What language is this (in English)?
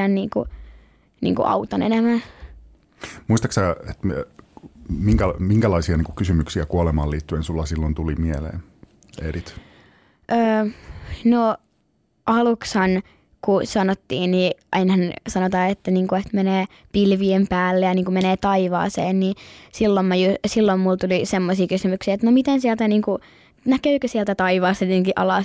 Finnish